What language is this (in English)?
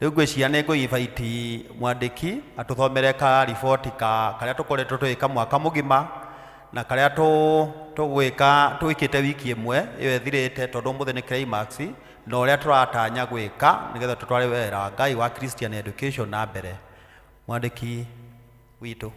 Kikuyu